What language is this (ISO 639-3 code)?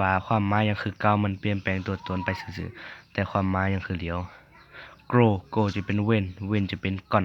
lao